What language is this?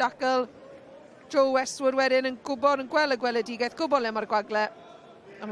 Welsh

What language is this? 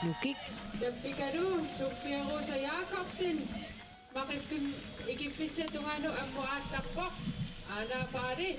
Kalaallisut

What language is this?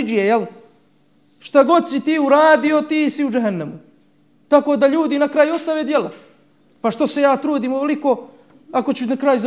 Bosnian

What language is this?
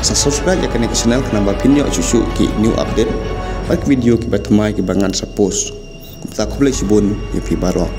Khasi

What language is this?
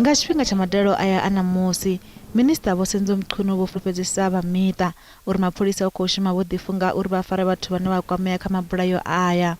Venda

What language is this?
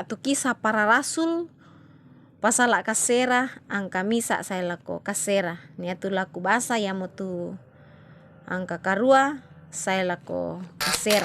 Toraja-Sa'dan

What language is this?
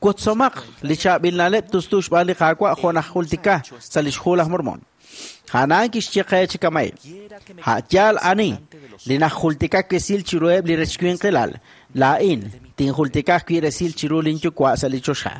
Kekchí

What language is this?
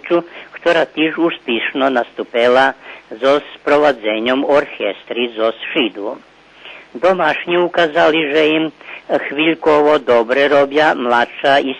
Rusyn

